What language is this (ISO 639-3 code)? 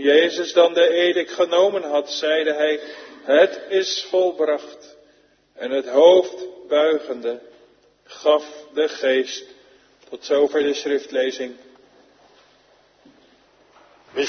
nld